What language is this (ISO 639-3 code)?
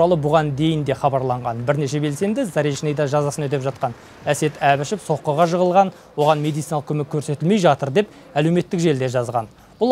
kaz